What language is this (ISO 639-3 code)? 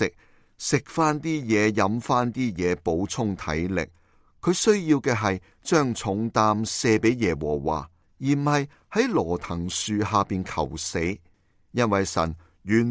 yue